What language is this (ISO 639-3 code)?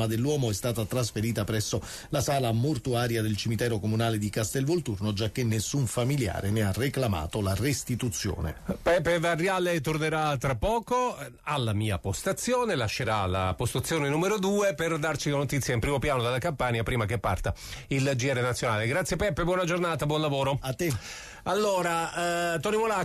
ita